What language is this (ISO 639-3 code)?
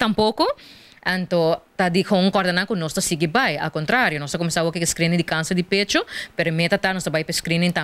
pap